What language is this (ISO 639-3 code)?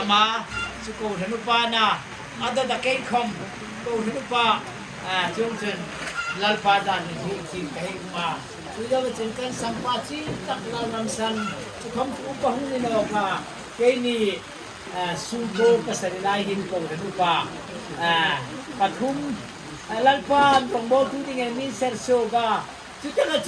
hmr